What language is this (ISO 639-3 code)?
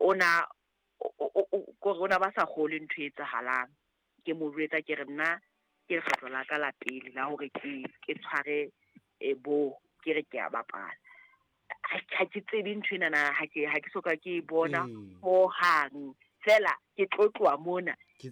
sot